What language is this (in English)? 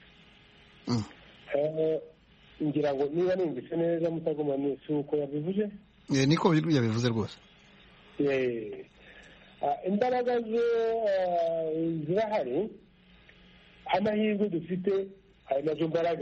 Kinyarwanda